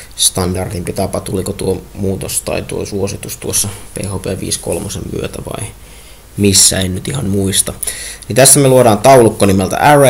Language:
Finnish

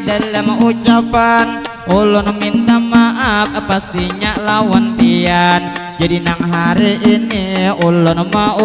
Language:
Banjar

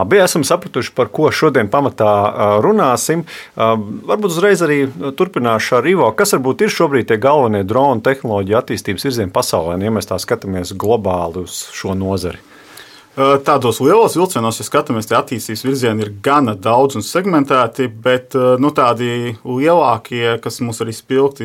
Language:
Latvian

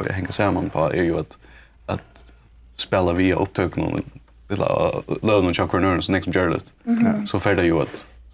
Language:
Faroese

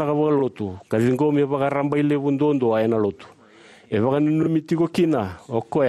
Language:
Fijian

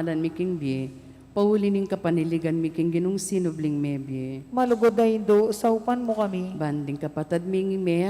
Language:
Pampanga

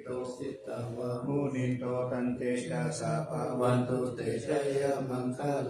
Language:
Pali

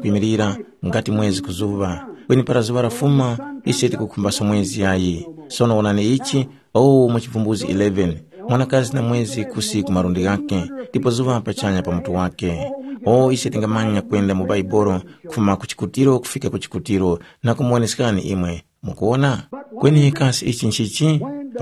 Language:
Tumbuka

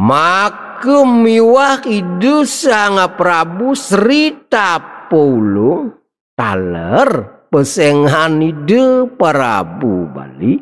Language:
Balinese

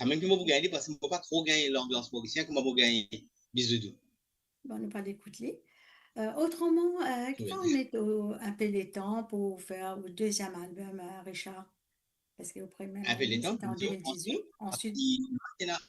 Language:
Morisyen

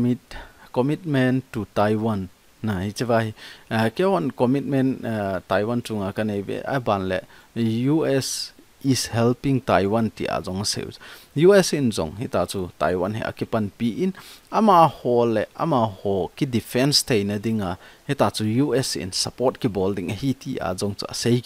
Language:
Thado Chin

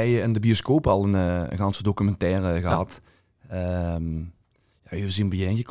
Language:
Limburgish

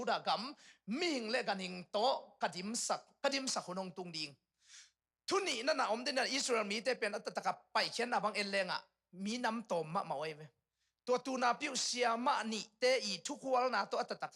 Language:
Tedim Chin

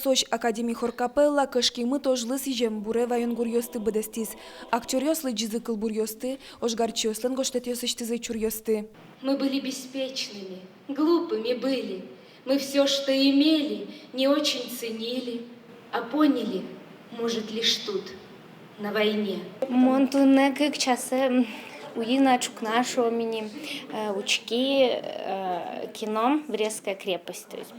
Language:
Udmurt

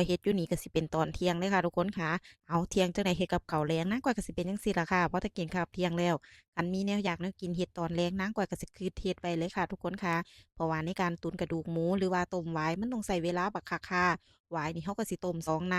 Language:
Northeastern Thai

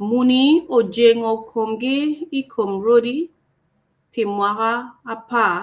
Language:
Acoli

